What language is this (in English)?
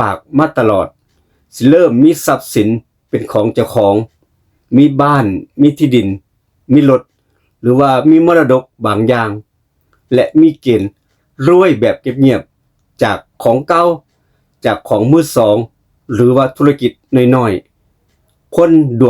Northeastern Thai